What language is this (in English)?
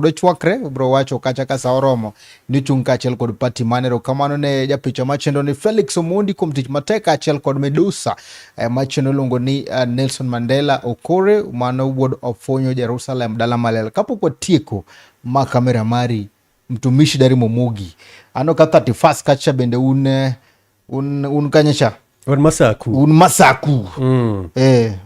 Luo (Kenya and Tanzania)